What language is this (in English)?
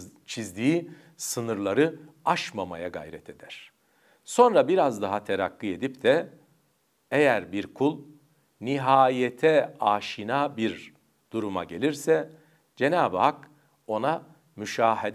Turkish